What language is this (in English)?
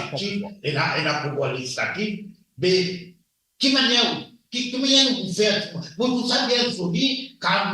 Morisyen